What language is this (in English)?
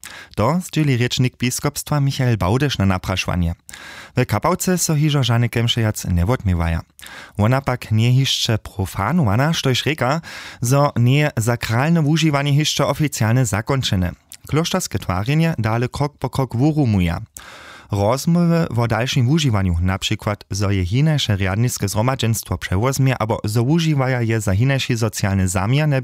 Upper Sorbian